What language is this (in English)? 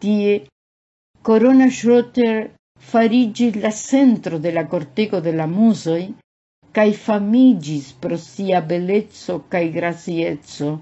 Esperanto